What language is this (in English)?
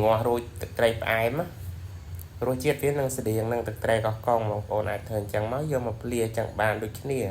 Khmer